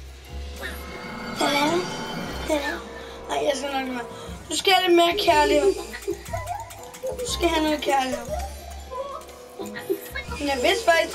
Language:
Danish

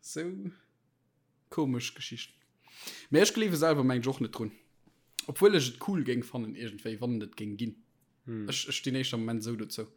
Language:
Luxembourgish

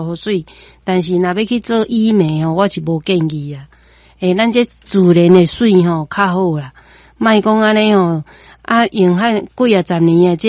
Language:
Min Nan Chinese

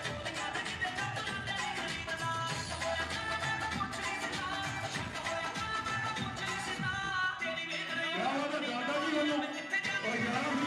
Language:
Punjabi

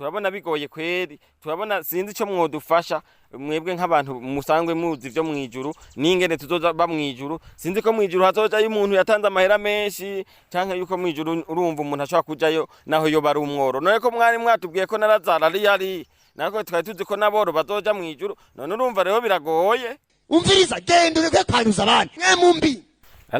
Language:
Rundi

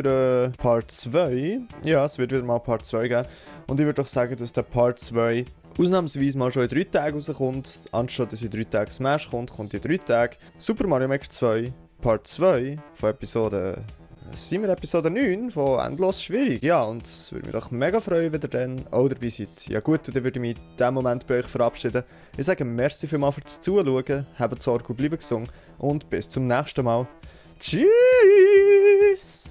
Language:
Swiss German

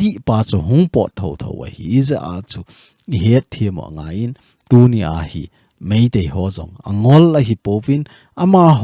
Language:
Thado Chin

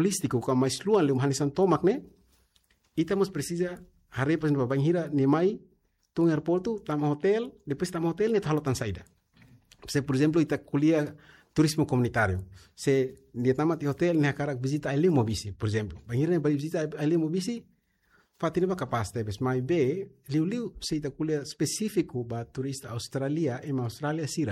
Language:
Tetum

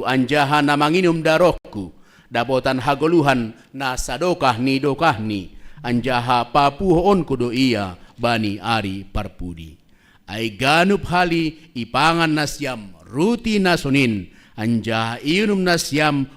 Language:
Batak Simalungun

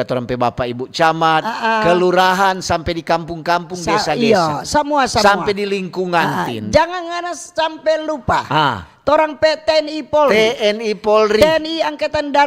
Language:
Manado Malay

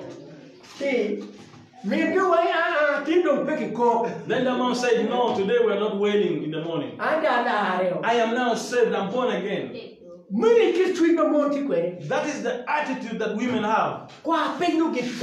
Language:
Acoli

